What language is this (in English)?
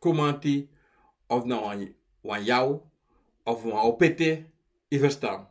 Sranan Tongo